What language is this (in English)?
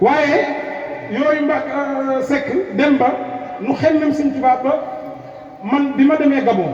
Wolof